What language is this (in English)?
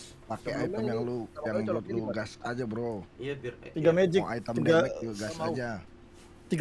Indonesian